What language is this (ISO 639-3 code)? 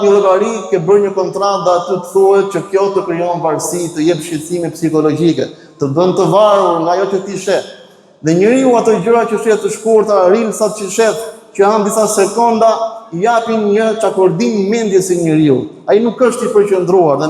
sqi